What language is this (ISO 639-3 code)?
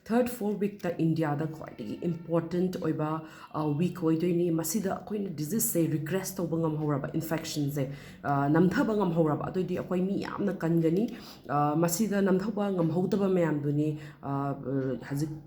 mni